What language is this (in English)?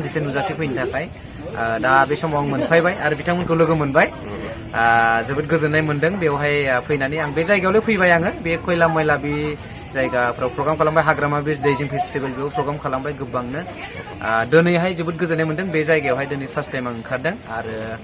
Bodo